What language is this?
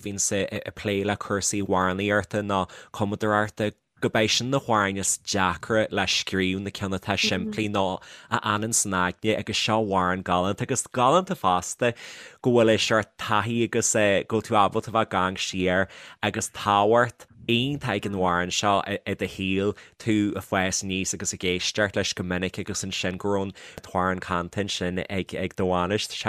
Irish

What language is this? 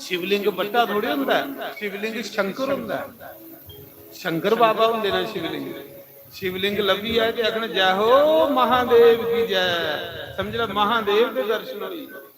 Dogri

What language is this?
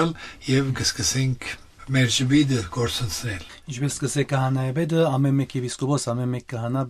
Armenian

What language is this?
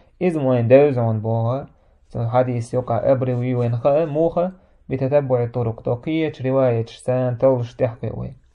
Chechen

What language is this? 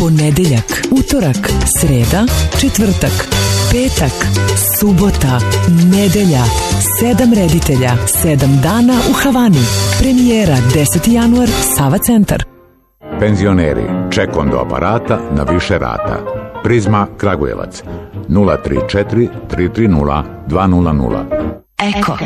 Serbian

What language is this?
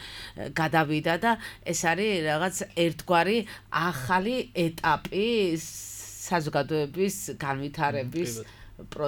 Georgian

